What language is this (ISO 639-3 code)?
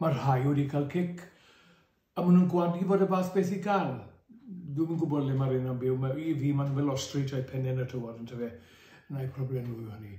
cym